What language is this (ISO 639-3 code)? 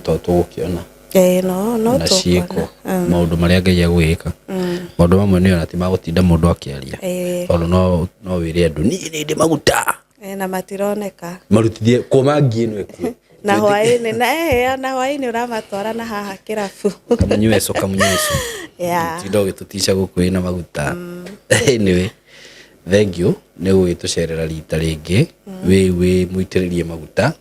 kik